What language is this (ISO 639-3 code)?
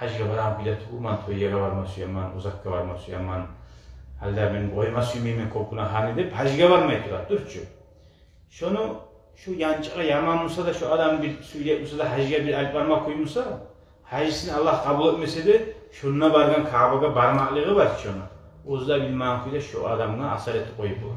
kum